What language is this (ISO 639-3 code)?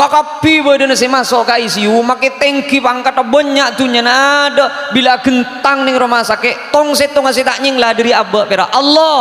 mad